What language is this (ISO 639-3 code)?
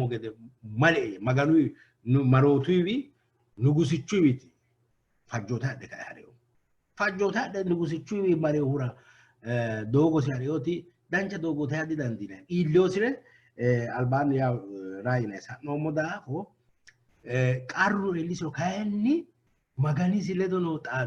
sid